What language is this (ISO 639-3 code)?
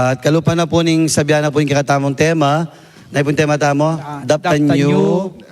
pam